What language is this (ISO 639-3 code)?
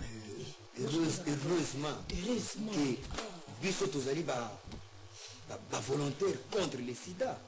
lin